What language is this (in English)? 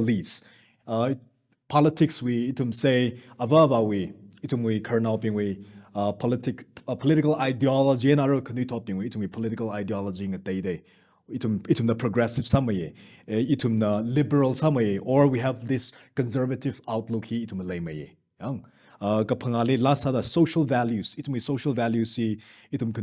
Tangkhul Naga (India)